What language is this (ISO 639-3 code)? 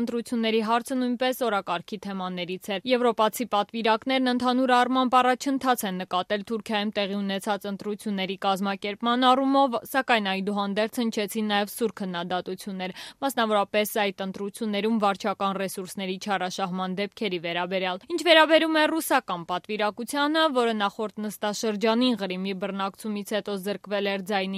hye